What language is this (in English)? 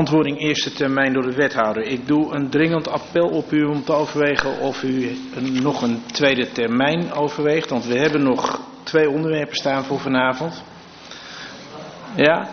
Dutch